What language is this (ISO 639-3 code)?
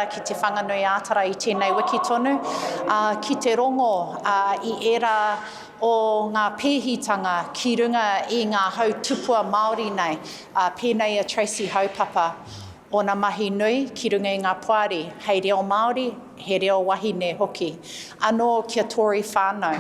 mri